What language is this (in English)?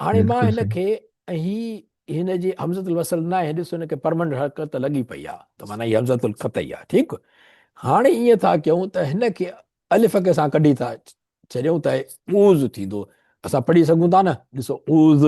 Sindhi